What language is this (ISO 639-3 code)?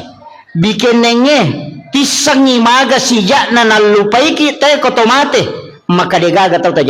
bug